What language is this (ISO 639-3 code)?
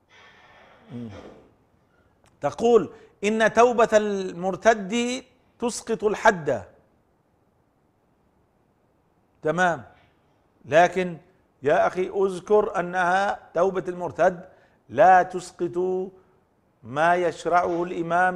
ara